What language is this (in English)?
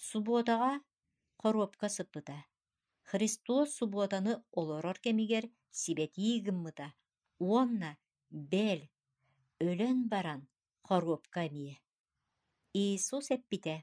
Yakut